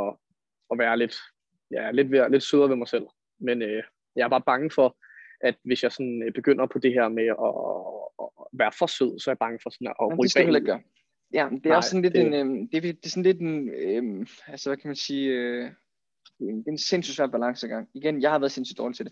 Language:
Danish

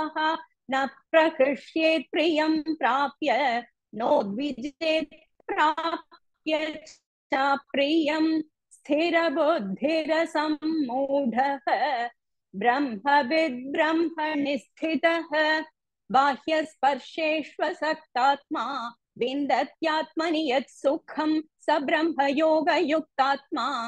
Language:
Sanskrit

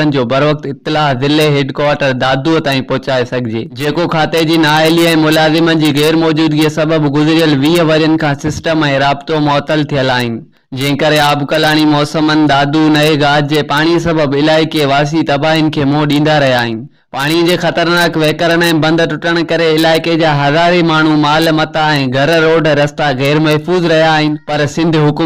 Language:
Sindhi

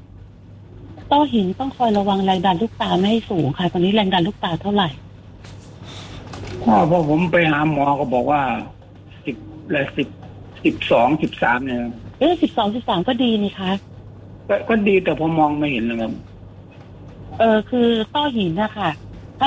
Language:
Thai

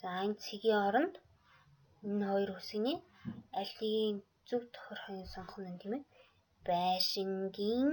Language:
Mongolian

